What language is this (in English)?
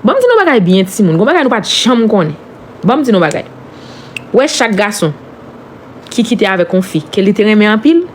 Haitian Creole